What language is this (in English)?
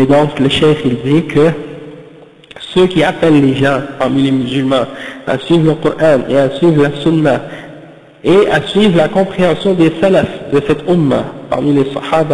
French